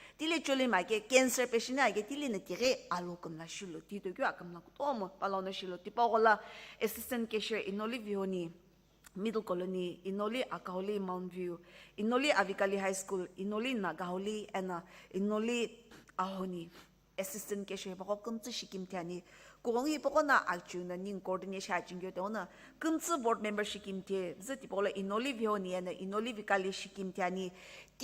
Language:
Sumi Naga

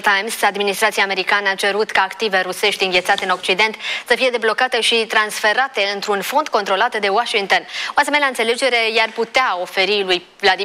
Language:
Romanian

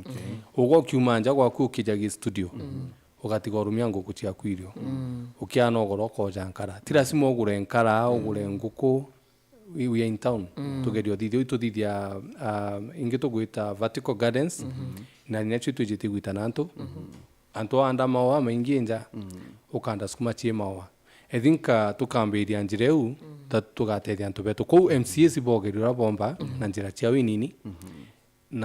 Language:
Meru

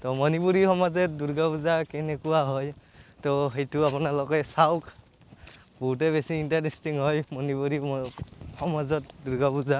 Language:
Assamese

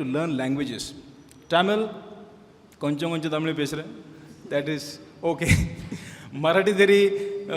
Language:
Konkani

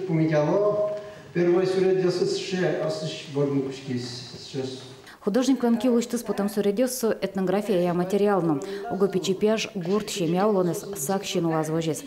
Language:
Udmurt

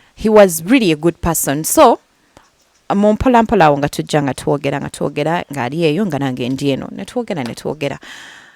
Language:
Ganda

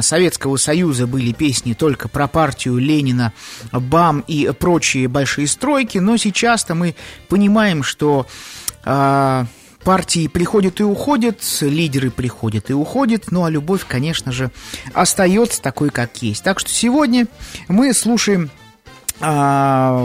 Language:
Russian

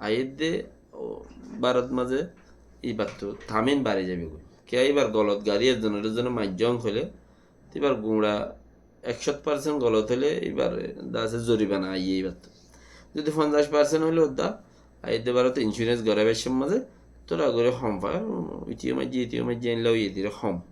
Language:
Rohingya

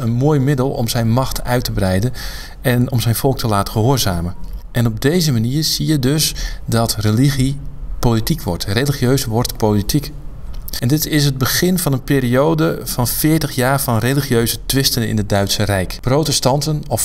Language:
Dutch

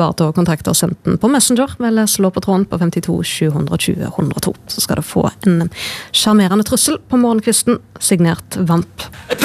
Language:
Norwegian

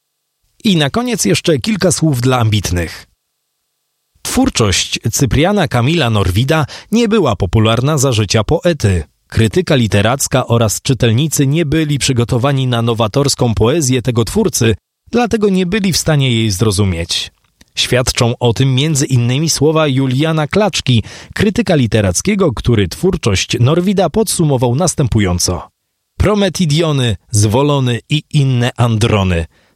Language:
Polish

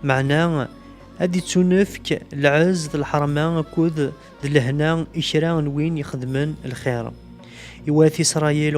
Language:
Kabyle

